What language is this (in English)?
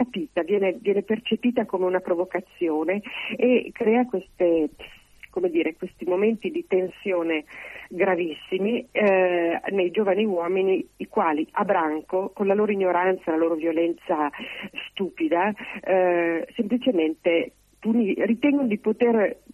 Italian